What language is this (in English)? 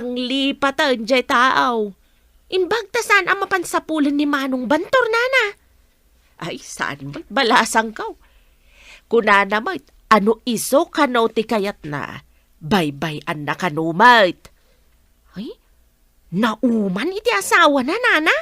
Iloko